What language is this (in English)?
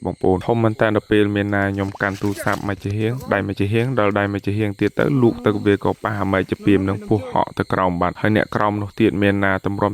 Khmer